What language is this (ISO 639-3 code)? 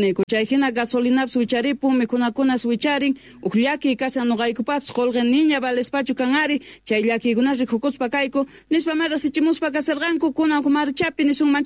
quh